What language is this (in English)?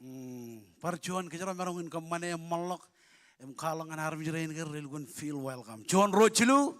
Marshallese